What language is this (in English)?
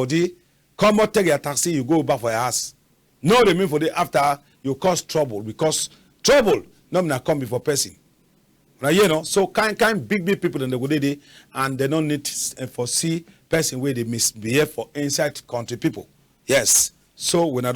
Cameroon Pidgin